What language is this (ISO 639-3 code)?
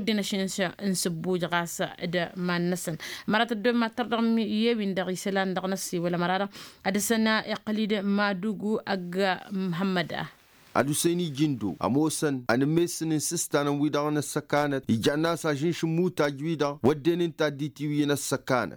taq